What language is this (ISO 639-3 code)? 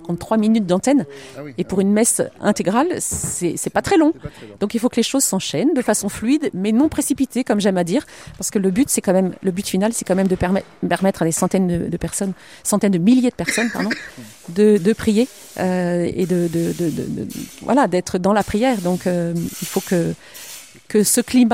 fra